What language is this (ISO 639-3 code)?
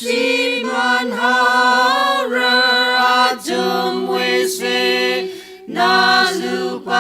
nmf